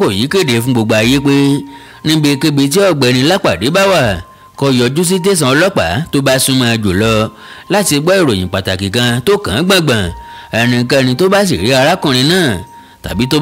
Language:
Yoruba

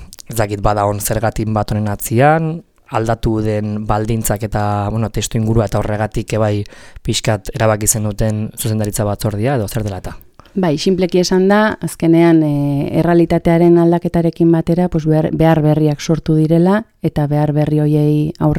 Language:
Basque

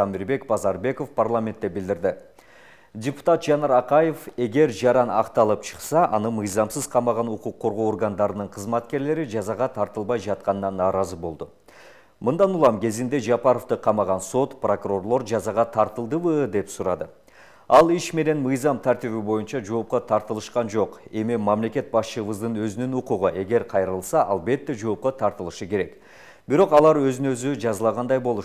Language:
Kyrgyz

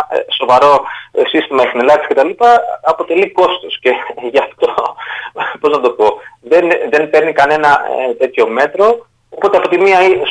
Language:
Greek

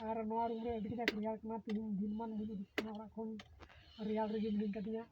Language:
Santali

